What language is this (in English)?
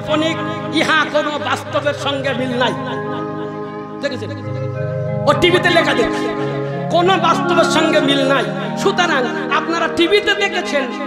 Bangla